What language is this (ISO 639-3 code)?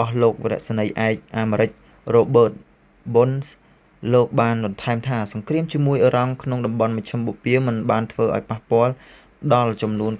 khm